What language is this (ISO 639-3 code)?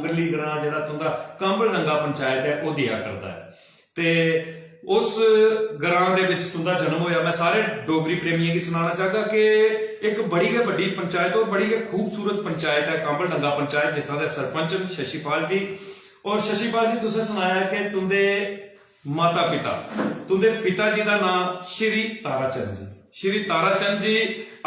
doi